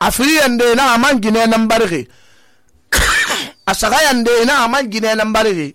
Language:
Susu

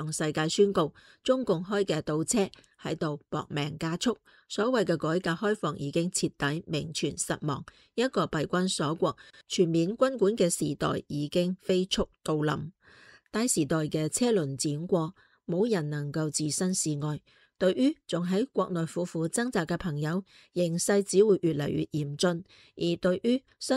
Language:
Cantonese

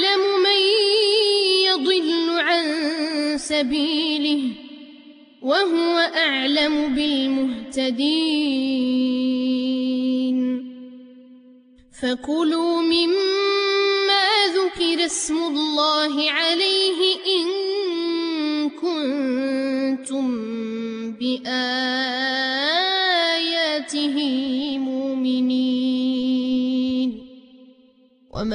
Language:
Arabic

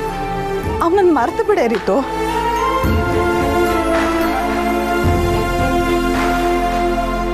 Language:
Kannada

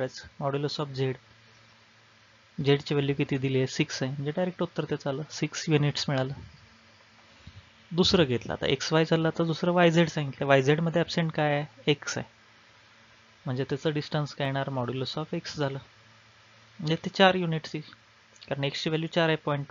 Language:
Marathi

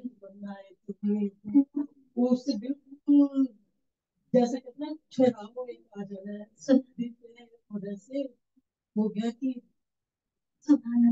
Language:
Urdu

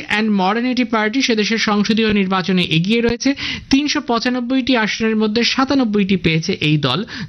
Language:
Bangla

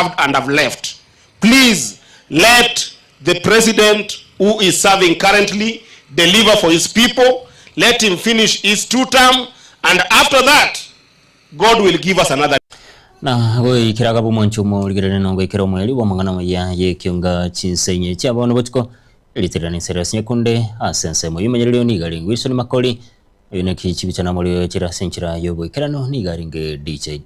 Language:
Gusii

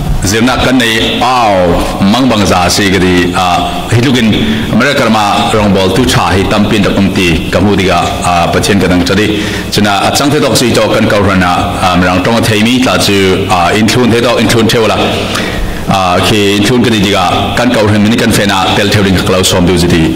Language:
Falam Chin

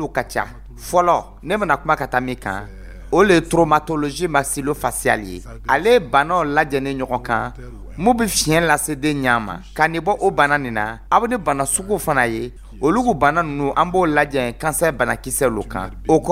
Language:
Dyula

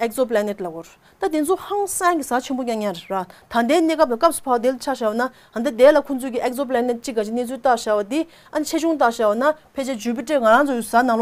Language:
Tibetan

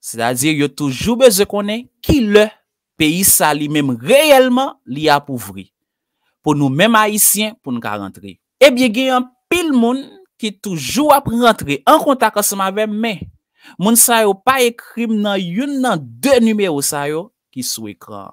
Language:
Haitian Creole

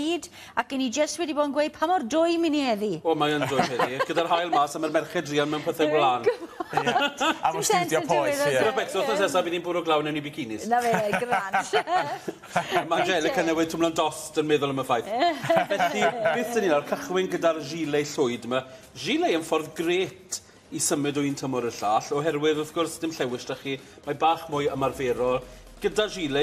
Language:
Welsh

